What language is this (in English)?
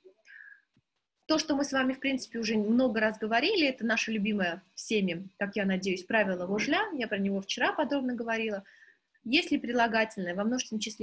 Russian